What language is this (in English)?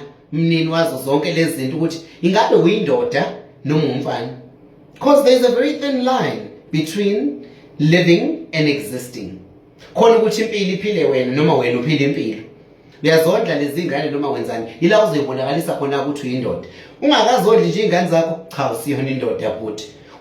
Zulu